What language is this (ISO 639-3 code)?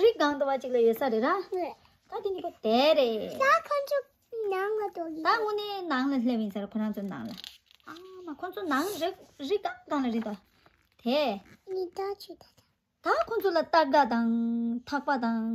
bod